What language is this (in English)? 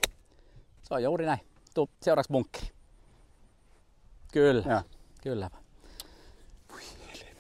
Finnish